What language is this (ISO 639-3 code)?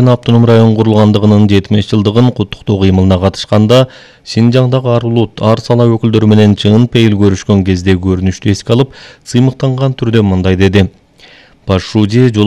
kir